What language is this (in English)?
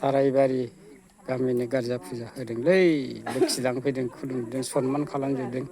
Bodo